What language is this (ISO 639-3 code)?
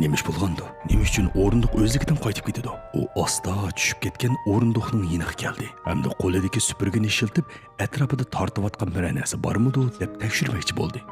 uig